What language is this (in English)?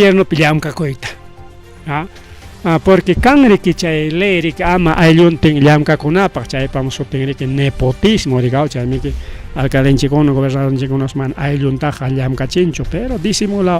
Ayacucho Quechua